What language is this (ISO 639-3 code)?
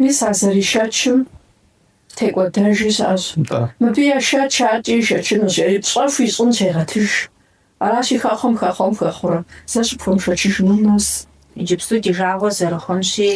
kbd